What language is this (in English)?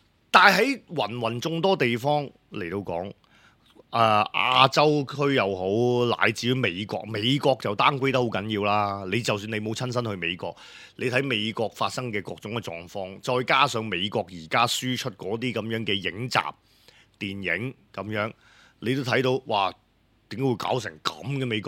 Cantonese